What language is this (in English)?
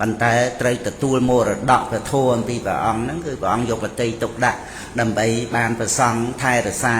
Khmer